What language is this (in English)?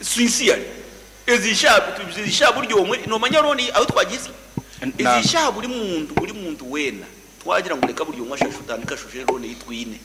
Nyankole